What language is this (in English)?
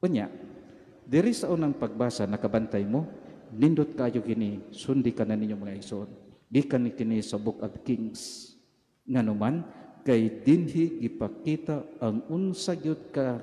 Cebuano